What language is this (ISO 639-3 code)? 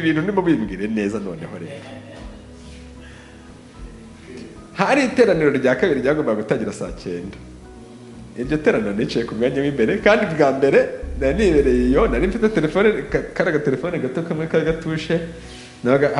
kin